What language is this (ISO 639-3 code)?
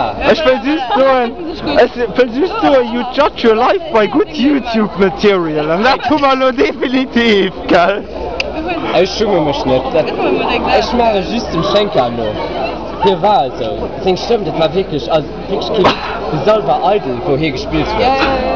ltz